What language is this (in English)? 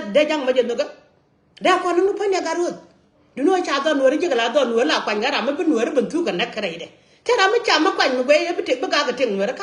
Nuer